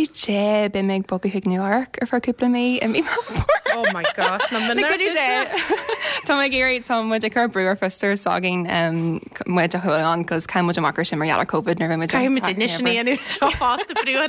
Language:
Irish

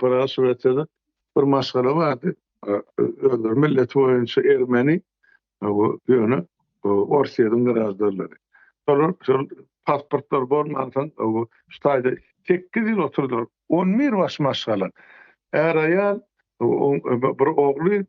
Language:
Turkmen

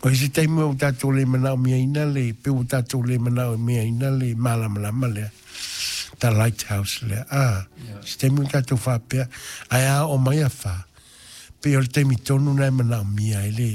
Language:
Samoan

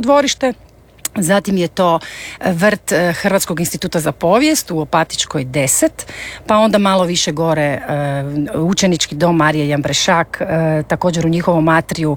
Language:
Croatian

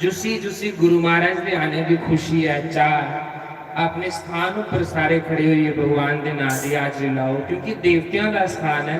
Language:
Dogri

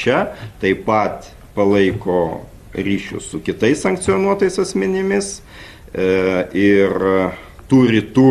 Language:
Lithuanian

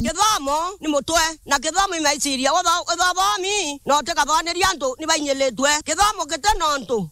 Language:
Meru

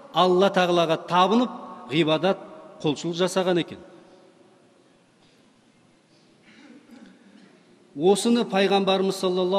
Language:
Kazakh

